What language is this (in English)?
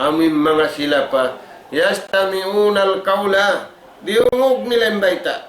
Tausug